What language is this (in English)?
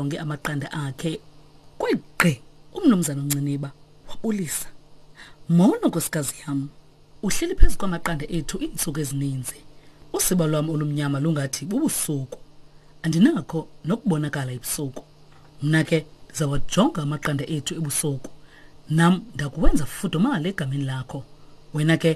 Xhosa